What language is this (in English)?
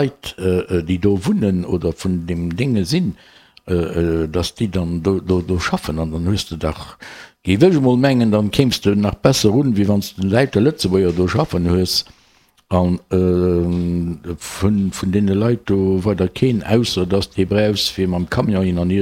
Luxembourgish